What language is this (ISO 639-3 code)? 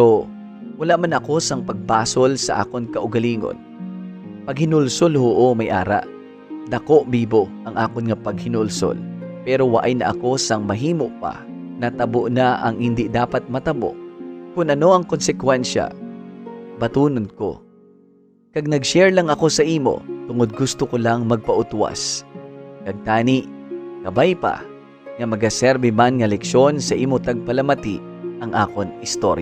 hil